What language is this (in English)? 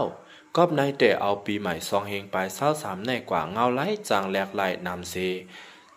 Lao